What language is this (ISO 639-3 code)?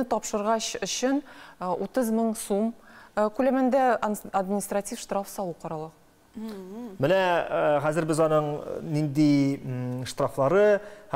tat